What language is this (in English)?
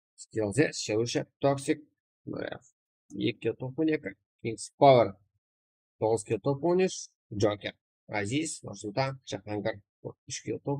Kara-Kalpak